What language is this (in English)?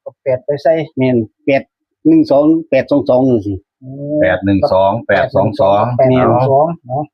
Northeastern Thai